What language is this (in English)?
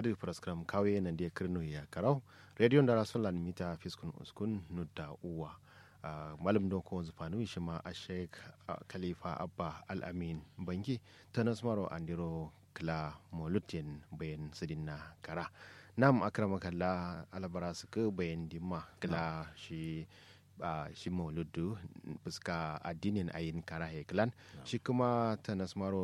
Kanuri